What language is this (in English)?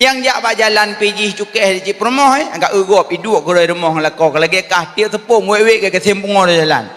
Achinese